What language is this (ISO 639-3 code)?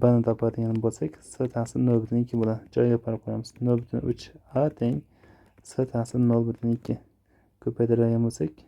uzb